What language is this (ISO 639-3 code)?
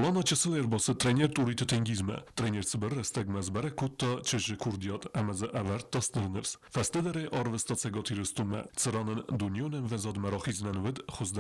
oss